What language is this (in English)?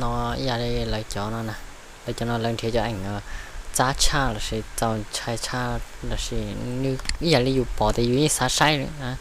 Hmong